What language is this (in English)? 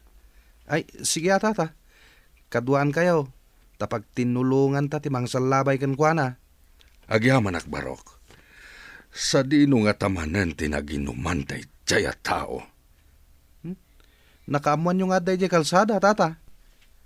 Iloko